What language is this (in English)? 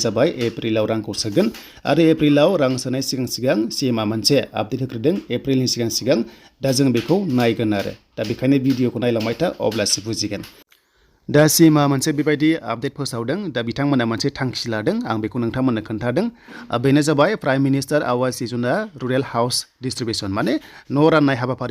Bodo